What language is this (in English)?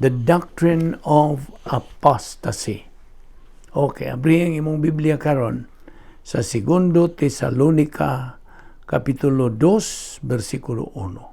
Cebuano